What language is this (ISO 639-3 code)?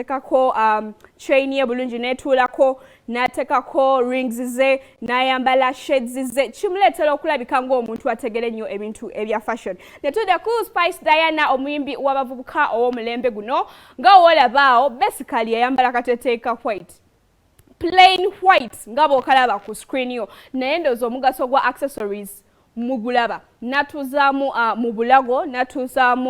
lug